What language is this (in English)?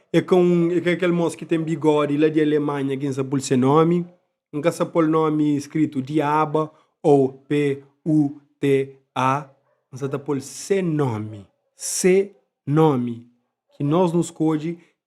Kabuverdianu